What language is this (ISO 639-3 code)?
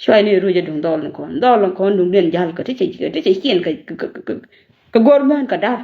nus